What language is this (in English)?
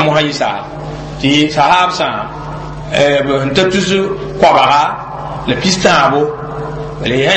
Mossi